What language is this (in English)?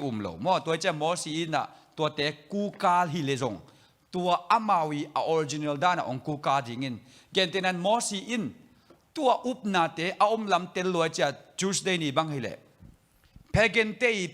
Tedim Chin